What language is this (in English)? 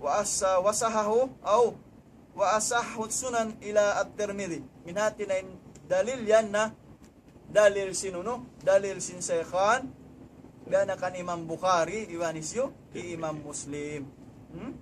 Tausug